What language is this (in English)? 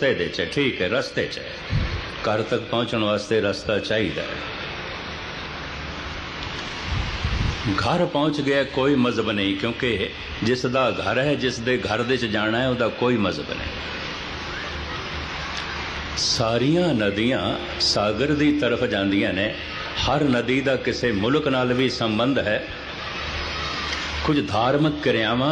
Punjabi